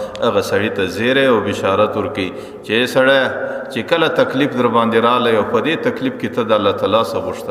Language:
Pashto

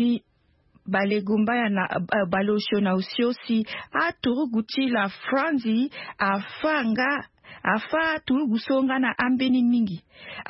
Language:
Sango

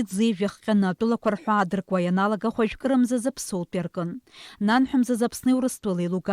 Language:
Abkhazian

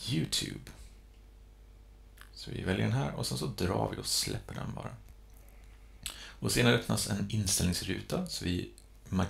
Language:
Swedish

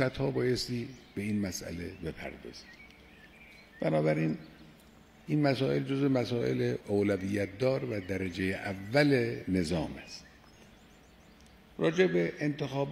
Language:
Persian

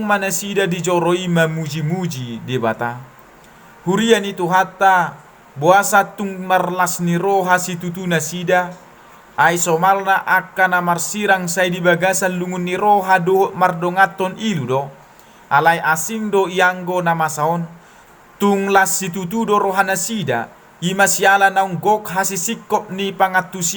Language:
Batak Toba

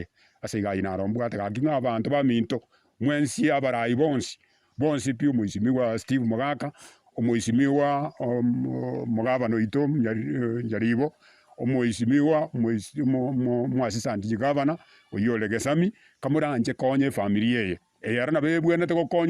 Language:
Gusii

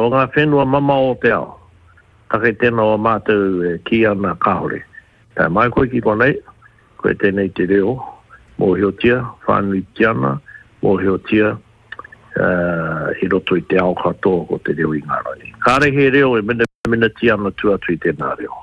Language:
Māori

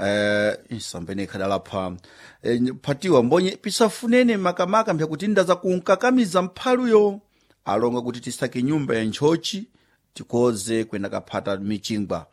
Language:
Sena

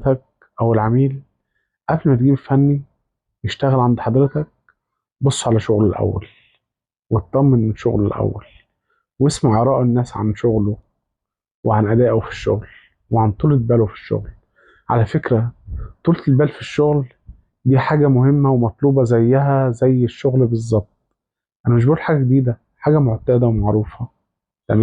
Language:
Egyptian Arabic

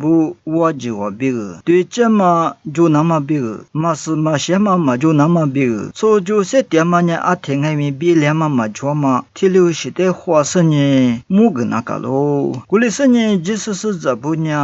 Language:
Lisu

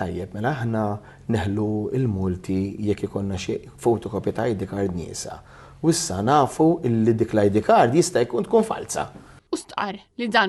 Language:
Maltese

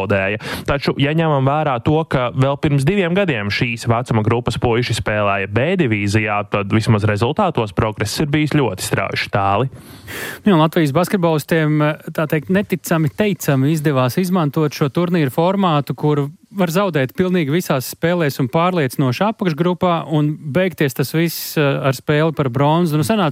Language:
Latvian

